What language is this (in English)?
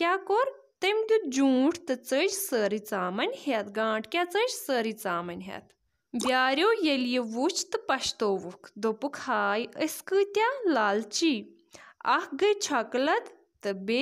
Kashmiri